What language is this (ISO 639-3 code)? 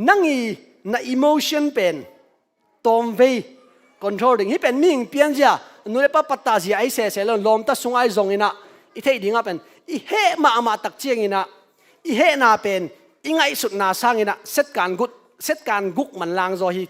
ctd